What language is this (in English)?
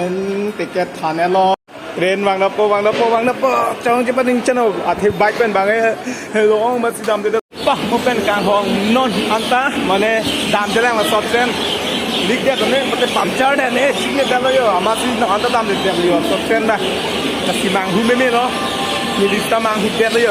Karbi